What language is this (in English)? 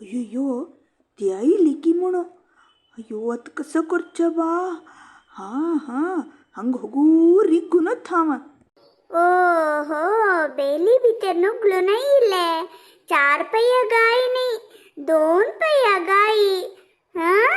Konkani